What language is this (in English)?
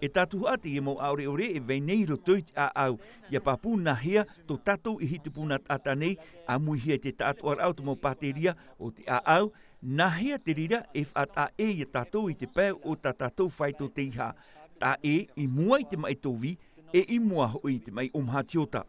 Tahitian